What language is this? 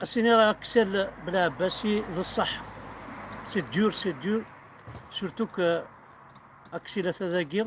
Kabyle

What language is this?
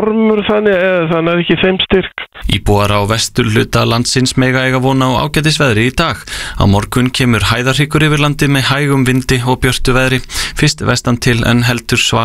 Icelandic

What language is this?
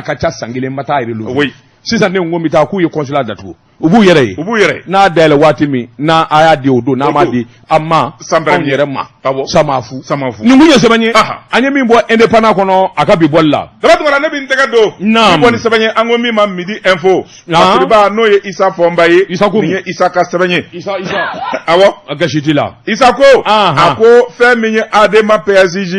Bambara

